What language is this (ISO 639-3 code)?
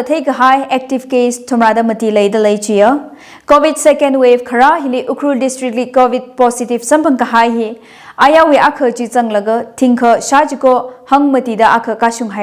nmf